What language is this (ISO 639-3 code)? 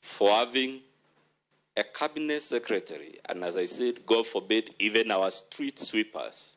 luo